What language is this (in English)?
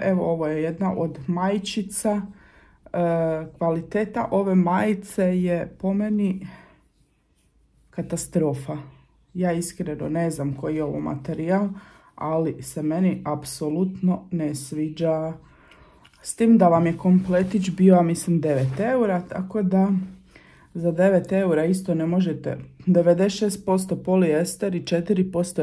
Croatian